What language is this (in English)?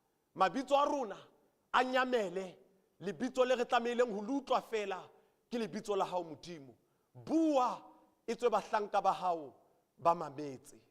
Southern Sotho